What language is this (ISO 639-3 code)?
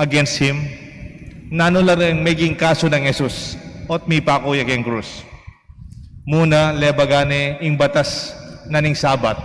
pam